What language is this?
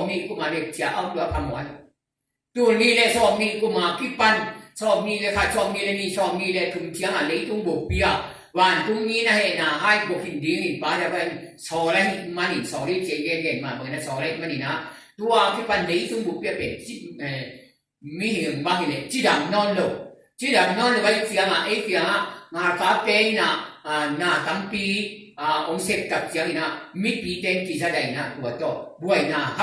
Tedim Chin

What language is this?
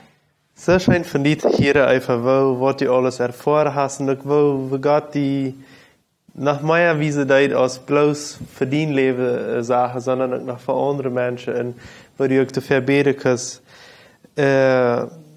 Plautdietsch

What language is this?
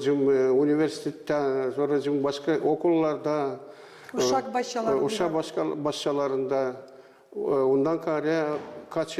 Gagauz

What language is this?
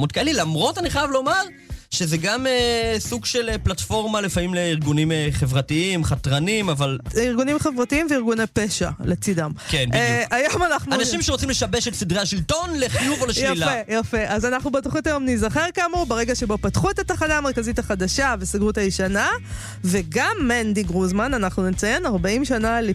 Hebrew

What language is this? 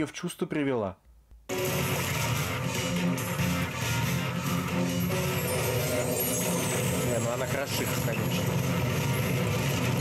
Russian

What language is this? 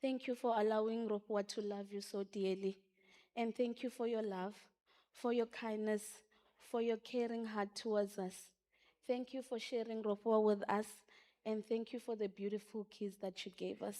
Venda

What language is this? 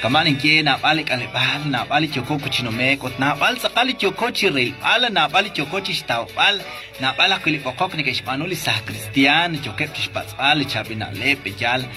Kekchí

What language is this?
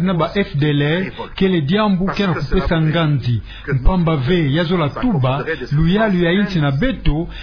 Kituba (Democratic Republic of Congo)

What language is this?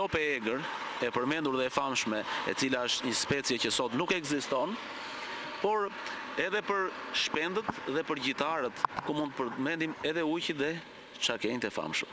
Albanian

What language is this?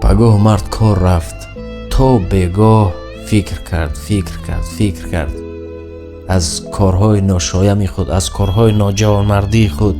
Tajik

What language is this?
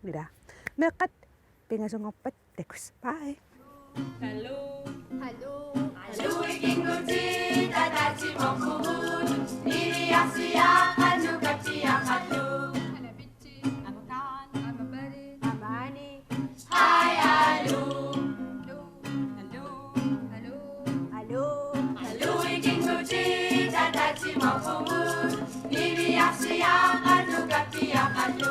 Kalaallisut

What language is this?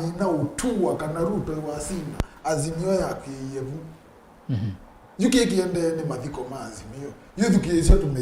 Kamba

